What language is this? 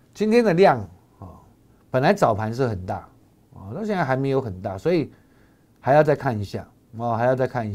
Chinese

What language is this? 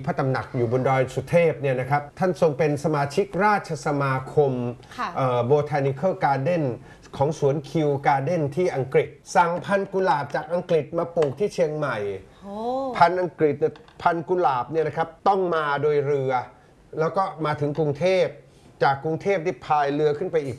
Thai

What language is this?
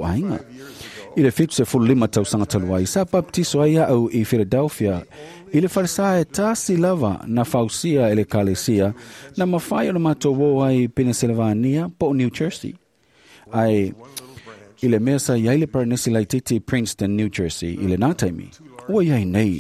Samoan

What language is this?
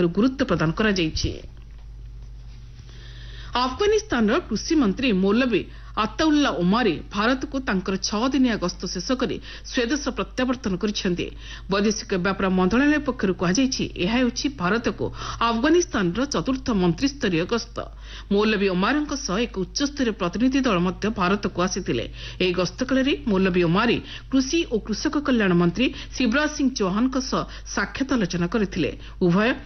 Odia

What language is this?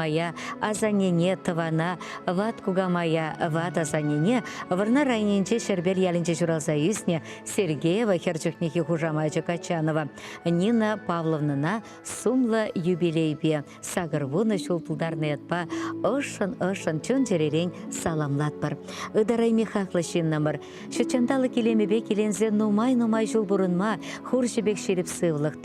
Chuvash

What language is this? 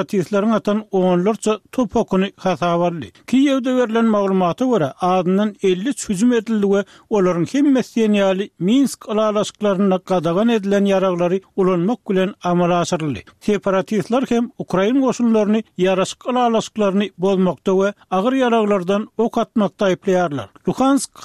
Turkmen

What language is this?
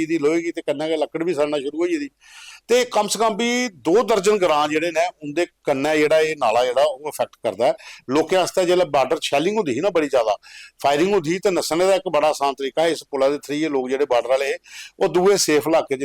Dogri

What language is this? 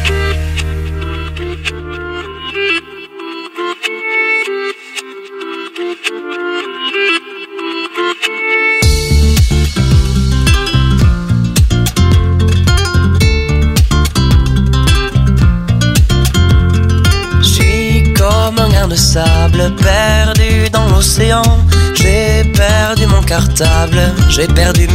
French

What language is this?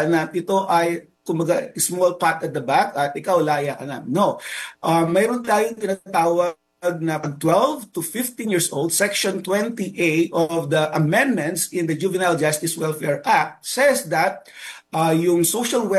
Filipino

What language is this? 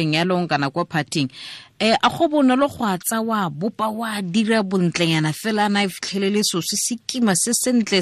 Tswana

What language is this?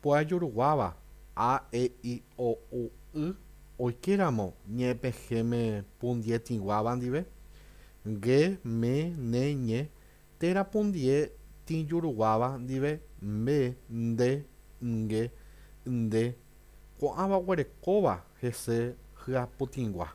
Guarani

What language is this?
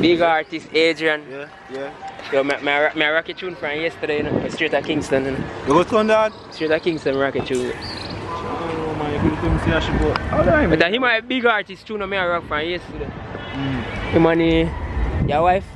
Jamaican Creole English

